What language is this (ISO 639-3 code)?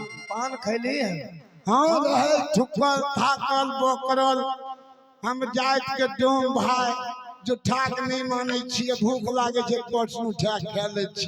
mai